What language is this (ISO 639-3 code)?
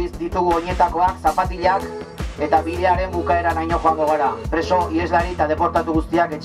eus